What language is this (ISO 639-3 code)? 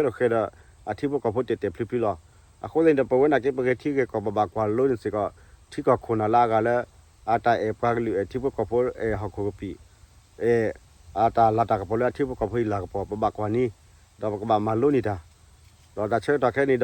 ksw